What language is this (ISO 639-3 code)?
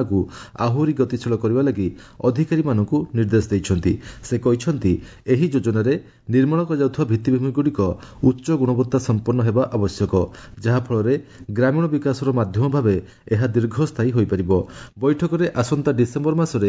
ori